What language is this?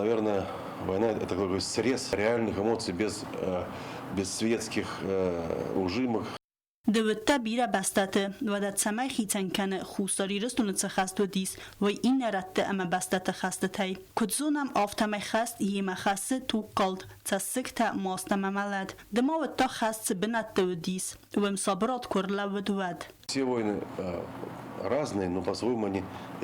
Ossetic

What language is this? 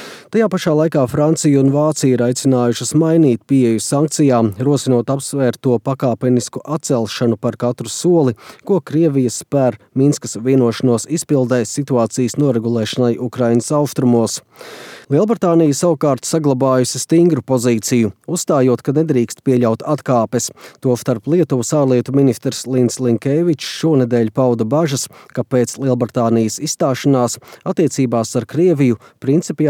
Latvian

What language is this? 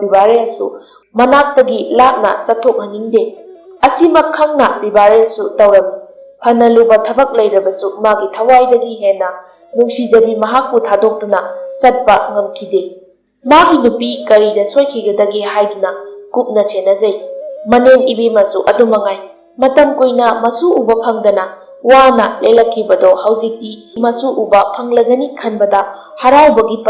Manipuri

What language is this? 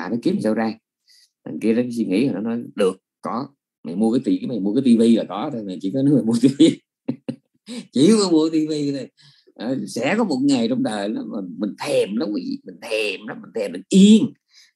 Vietnamese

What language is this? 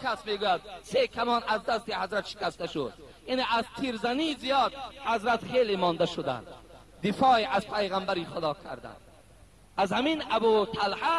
Tajik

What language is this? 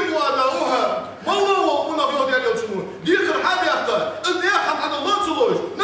Ingush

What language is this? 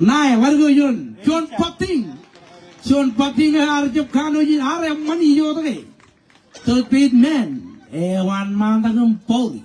Marshallese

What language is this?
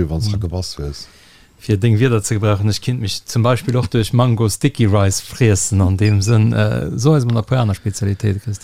Luxembourgish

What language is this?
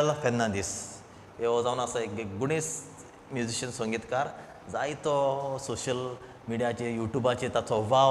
Konkani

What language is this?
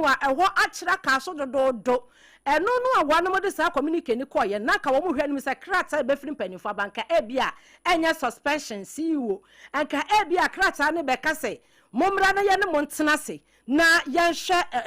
Akan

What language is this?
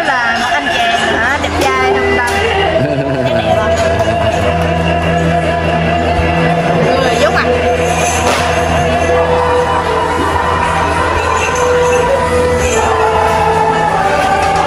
Vietnamese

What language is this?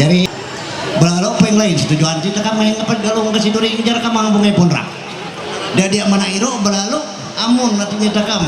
Ma'anyan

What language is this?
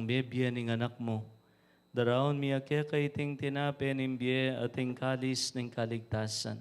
Pampanga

